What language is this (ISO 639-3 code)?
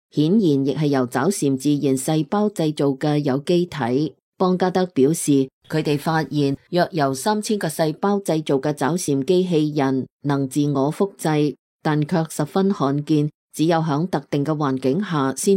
yue